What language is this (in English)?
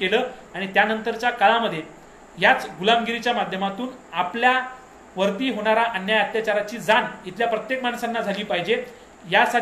Marathi